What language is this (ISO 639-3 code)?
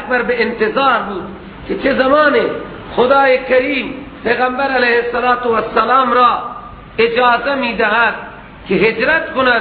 fas